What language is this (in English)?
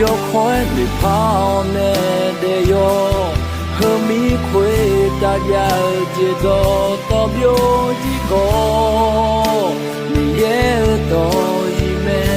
Akha